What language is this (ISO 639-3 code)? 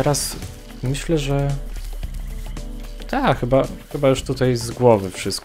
pol